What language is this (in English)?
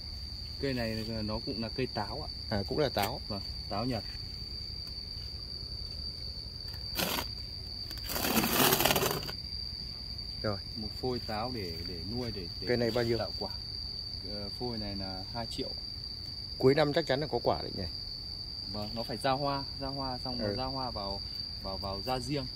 Vietnamese